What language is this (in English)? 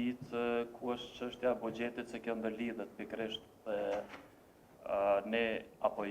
Albanian